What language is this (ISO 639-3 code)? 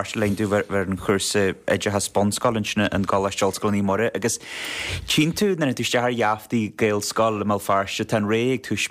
gle